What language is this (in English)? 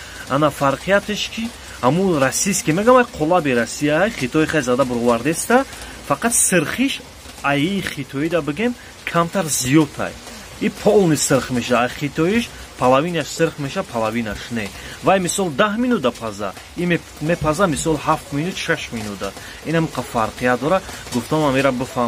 Tajik